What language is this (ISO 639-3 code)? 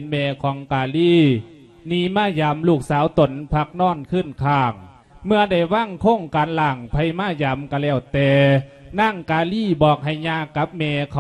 lao